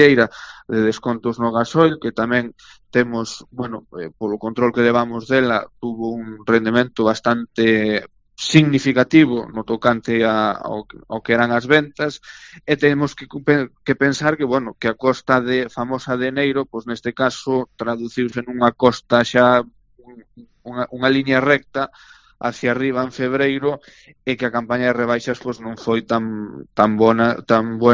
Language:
Galician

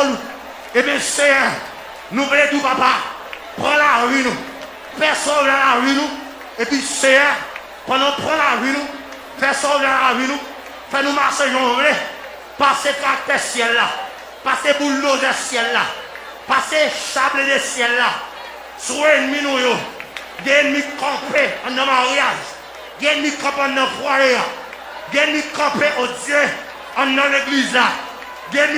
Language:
Haitian Creole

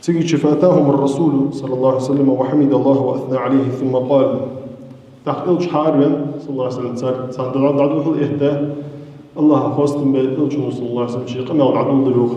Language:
Ingush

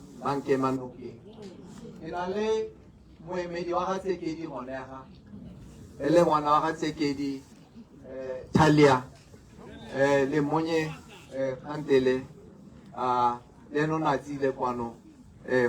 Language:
Tswana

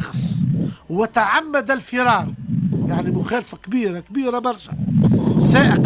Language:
Tunisian Arabic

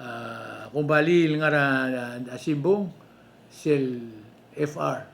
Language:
Palauan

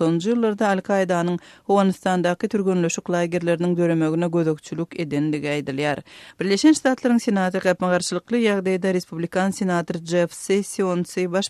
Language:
Turkmen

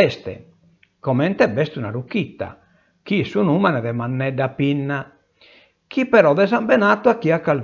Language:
Sardinian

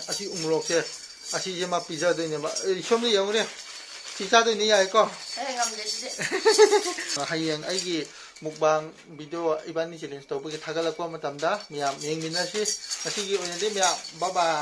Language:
Manipuri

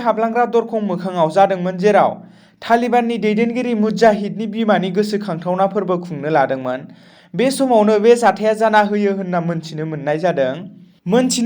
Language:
Bodo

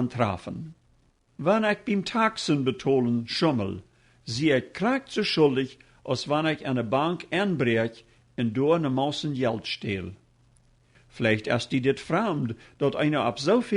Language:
Plautdietsch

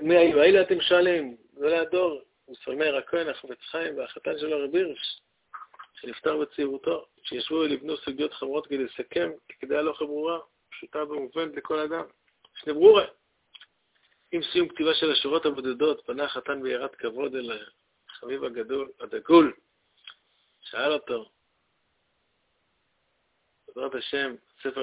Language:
Hebrew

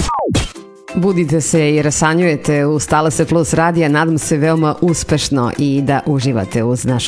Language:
Serbian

